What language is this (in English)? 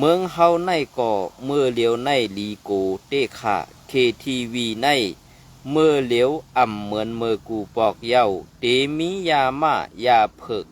Shan